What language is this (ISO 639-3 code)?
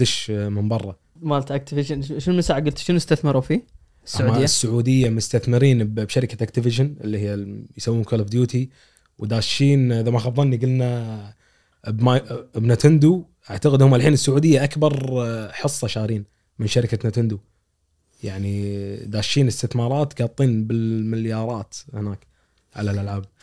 afb